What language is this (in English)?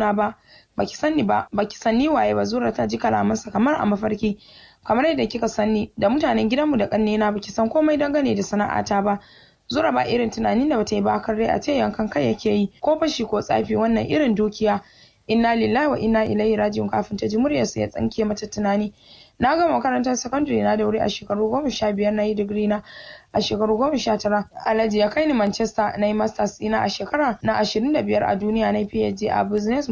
Hausa